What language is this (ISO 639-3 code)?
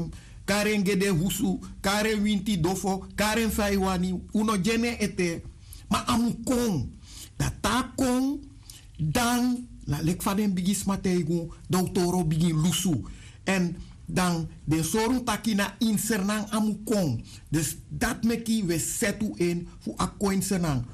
srn